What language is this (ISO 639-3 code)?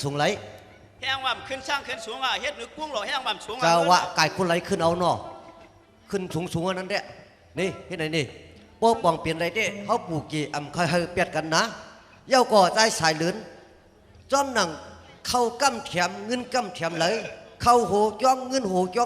shn